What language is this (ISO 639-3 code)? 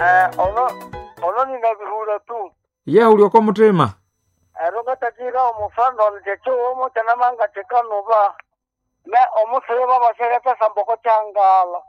nnb